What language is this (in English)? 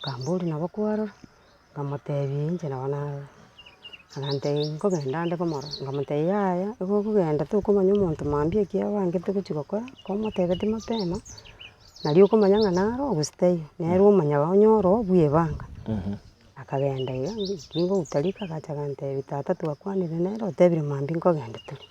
Gusii